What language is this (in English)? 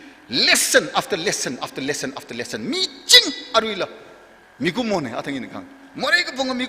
Tangkhul Naga (India)